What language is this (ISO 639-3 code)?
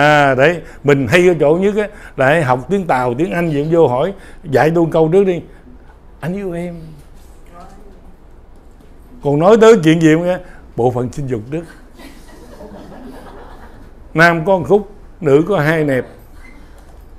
vie